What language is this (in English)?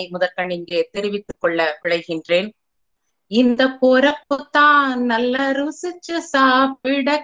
Tamil